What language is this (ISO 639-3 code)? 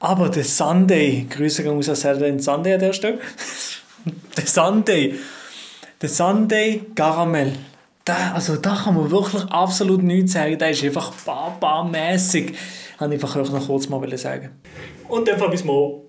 gsw